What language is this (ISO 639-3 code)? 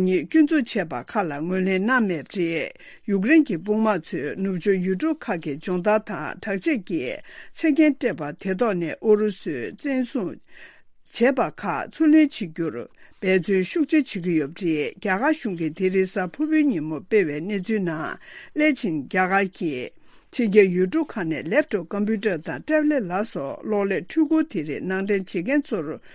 bod